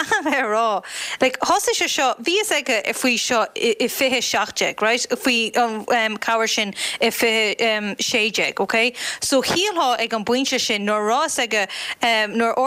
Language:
Irish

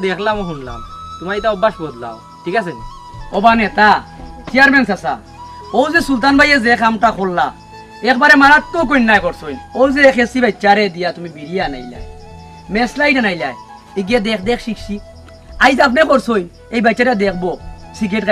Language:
Sylheti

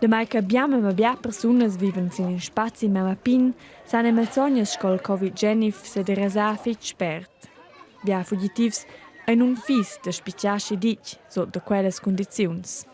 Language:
Romansh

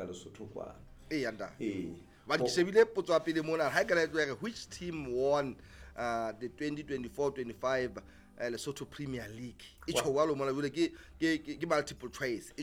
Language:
Southern Sotho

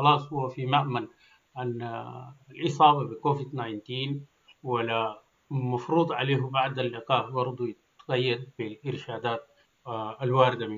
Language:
Sudanese Arabic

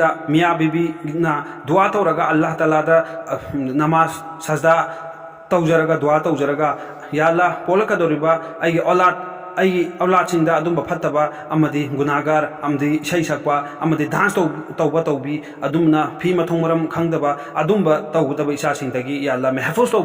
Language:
Manipuri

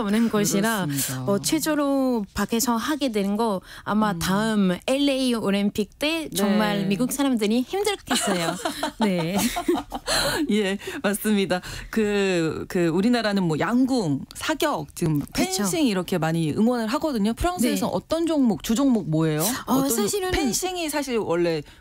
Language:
Korean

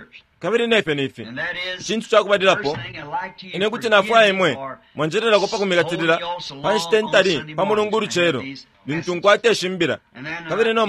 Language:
Bemba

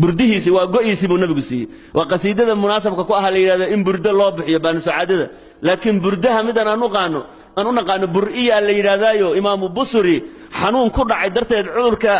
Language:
Somali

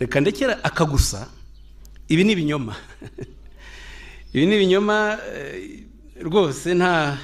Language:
Kinyarwanda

